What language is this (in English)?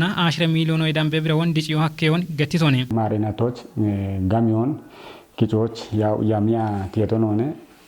Kafa